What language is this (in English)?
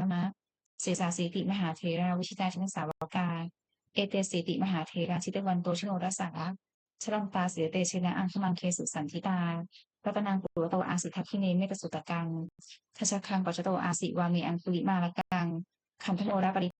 Pali